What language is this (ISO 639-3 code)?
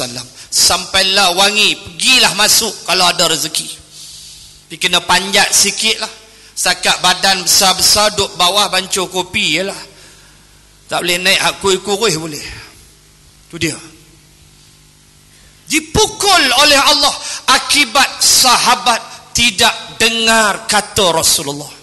msa